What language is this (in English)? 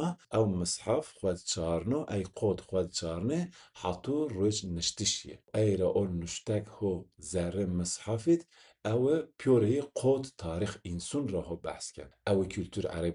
Zaza